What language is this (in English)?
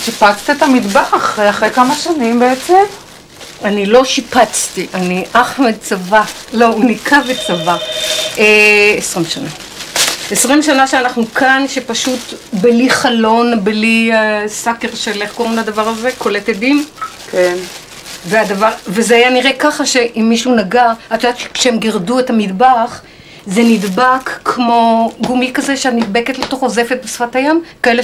Hebrew